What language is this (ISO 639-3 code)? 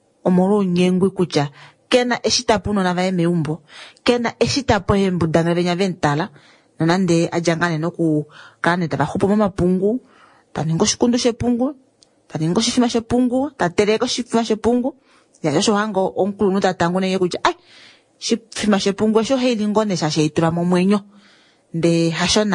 kua